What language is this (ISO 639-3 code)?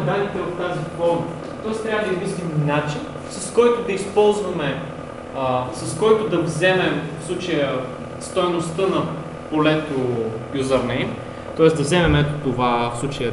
bul